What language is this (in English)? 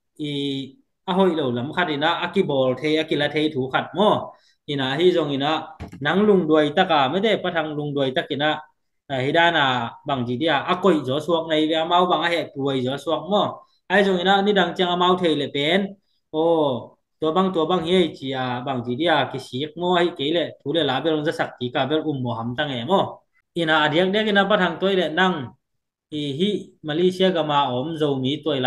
Tedim Chin